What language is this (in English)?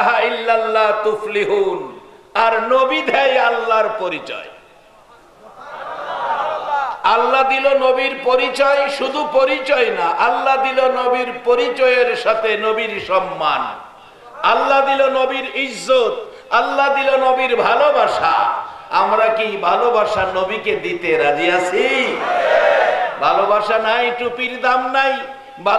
Bangla